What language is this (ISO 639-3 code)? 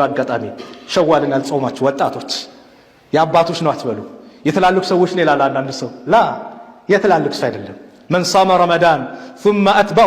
amh